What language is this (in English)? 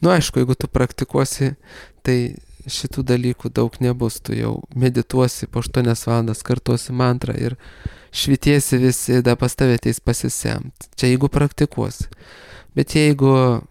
Lithuanian